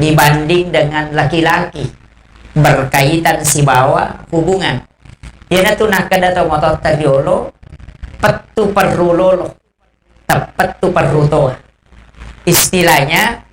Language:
Buginese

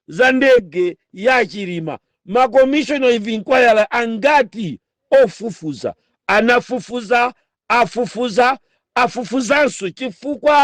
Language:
Nyanja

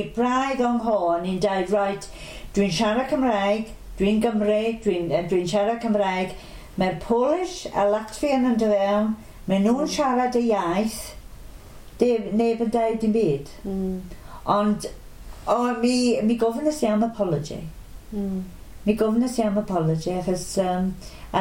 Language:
Welsh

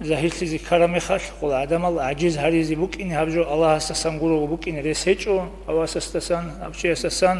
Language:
Avaric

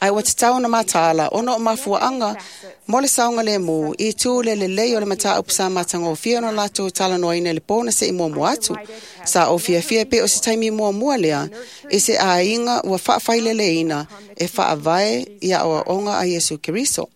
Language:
Samoan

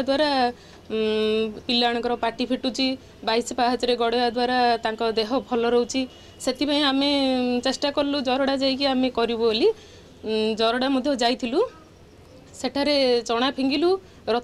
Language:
Odia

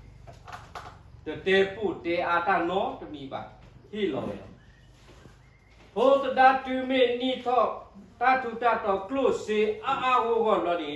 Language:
S'gaw Karen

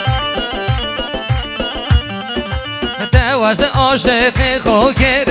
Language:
Persian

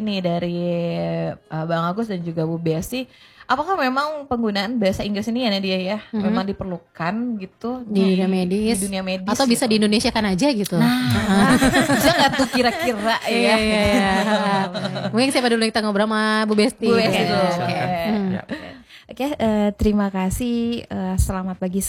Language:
Indonesian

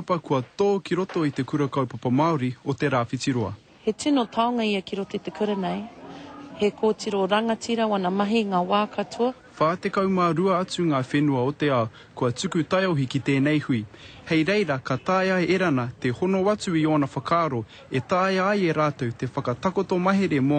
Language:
Māori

